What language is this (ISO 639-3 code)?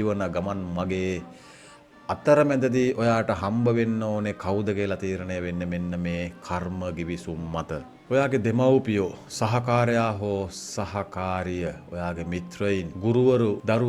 sin